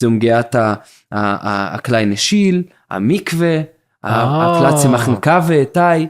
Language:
Yiddish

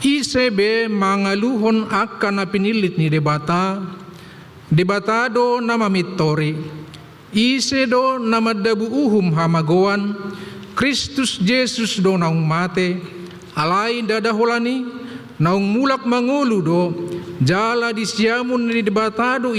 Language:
Batak Toba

